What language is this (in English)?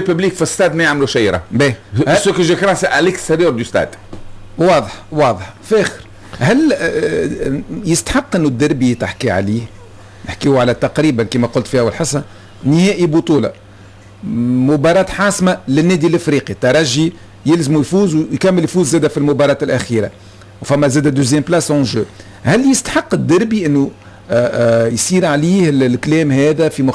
Tunisian Arabic